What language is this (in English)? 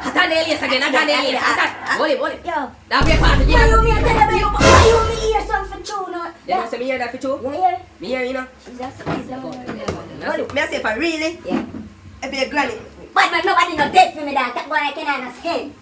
Jamaican Creole English